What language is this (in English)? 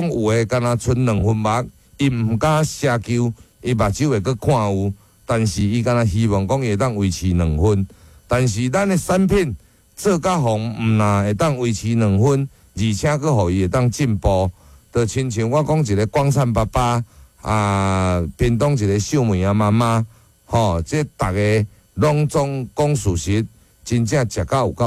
Min Nan Chinese